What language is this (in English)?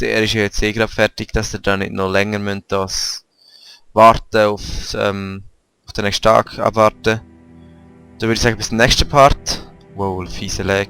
Swiss German